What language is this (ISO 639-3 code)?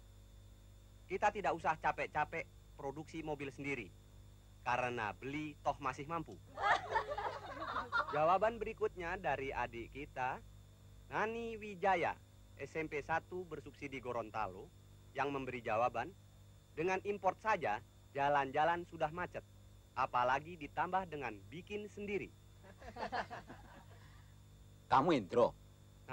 ind